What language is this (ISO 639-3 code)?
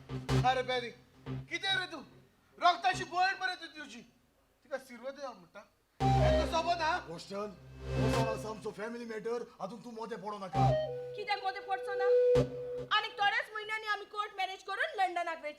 kok